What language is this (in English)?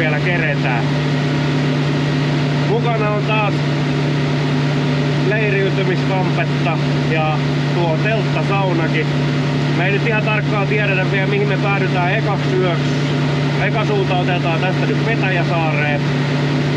Finnish